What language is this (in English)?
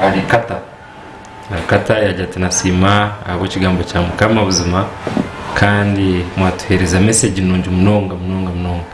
Nyankole